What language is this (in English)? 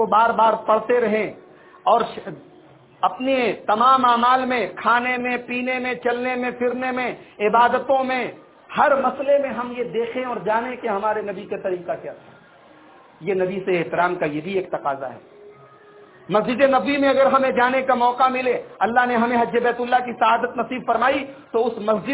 Urdu